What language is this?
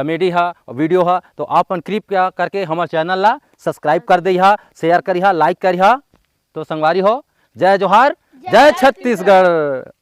Chhattisgarhi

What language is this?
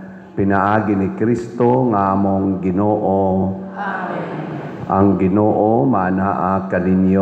Cebuano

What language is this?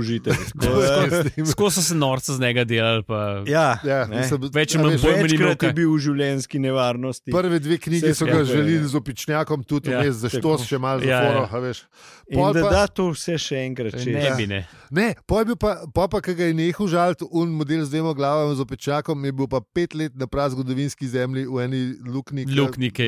Slovenian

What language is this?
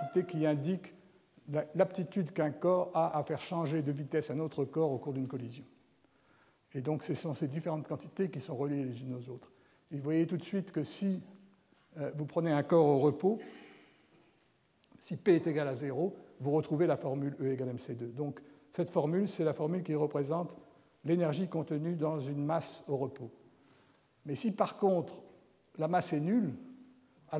French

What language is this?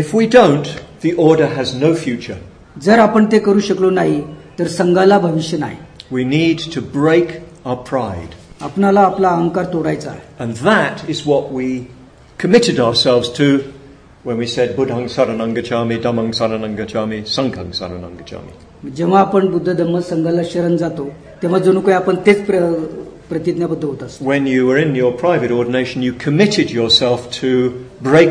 Marathi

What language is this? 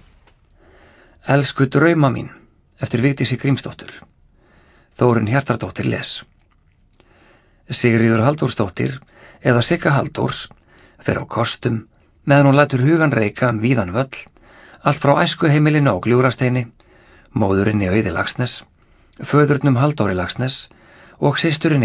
Icelandic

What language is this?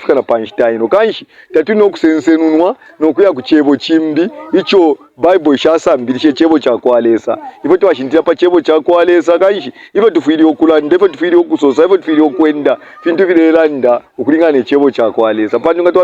Bemba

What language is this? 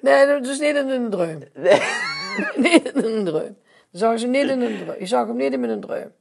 Limburgish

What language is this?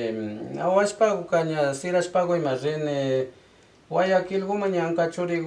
Imbabura Highland Quichua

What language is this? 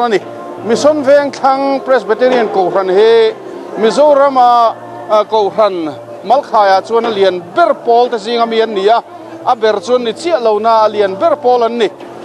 Mizo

